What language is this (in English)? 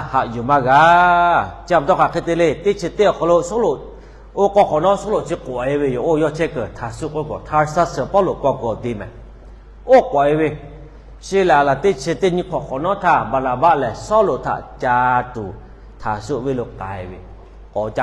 Lahu